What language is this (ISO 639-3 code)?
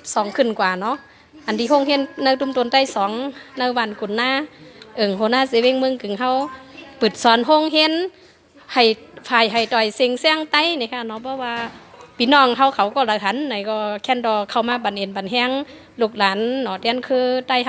shn